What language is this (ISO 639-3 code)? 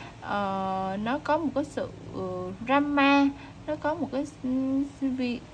vie